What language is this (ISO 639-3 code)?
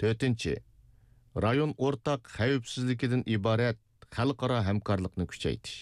uig